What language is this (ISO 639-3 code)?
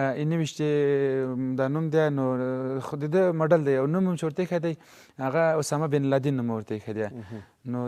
pus